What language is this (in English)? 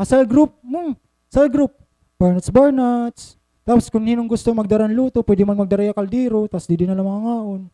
Waray